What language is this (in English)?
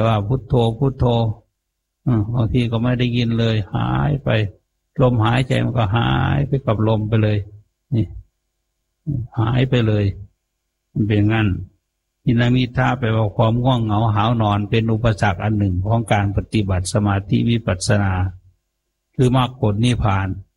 Thai